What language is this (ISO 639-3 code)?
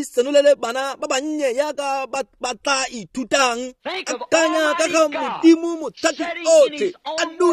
tsn